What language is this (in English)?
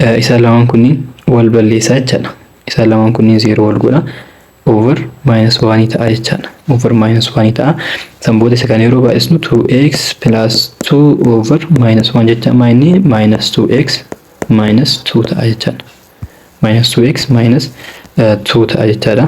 Oromo